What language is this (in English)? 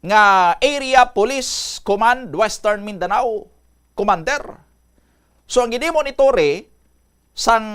Hiligaynon